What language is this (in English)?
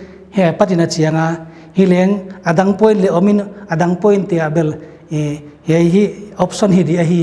Paite Chin